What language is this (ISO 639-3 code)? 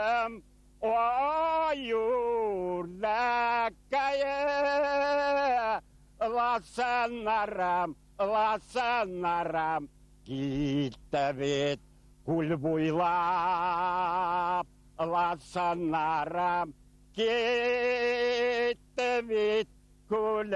bak